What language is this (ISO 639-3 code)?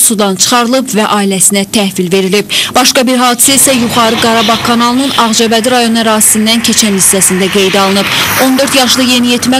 aze